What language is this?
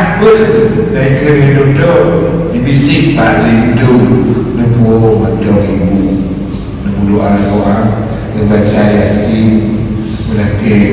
Achinese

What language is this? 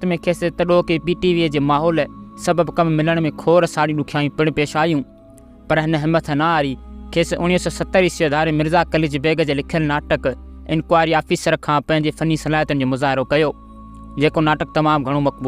Sindhi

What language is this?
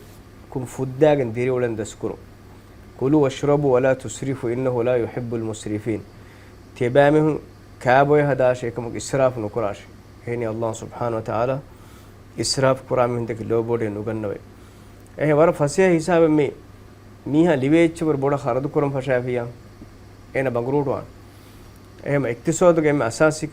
Divehi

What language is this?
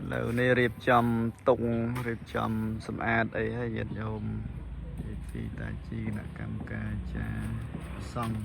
Khmer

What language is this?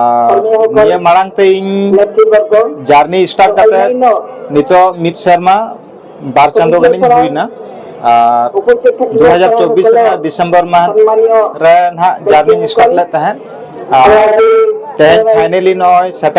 Santali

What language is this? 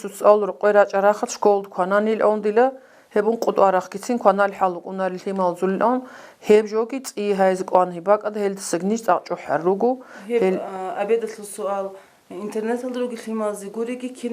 Avaric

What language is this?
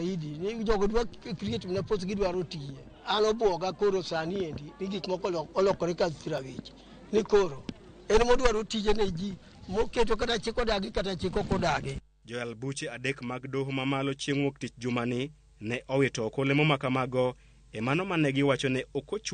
Luo (Kenya and Tanzania)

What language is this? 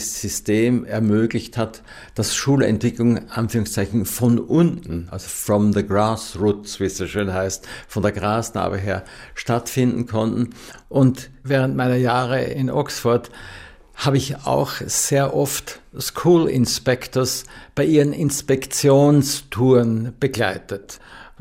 German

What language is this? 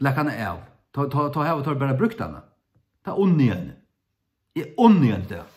Faroese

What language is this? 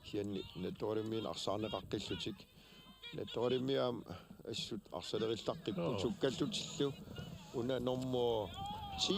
Kalaallisut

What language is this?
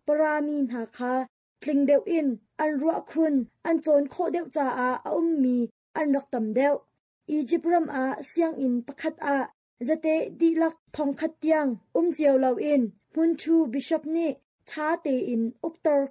Hakha Chin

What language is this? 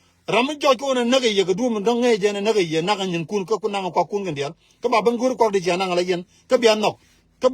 Nuer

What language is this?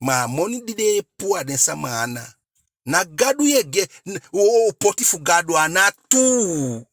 Eastern Maroon Creole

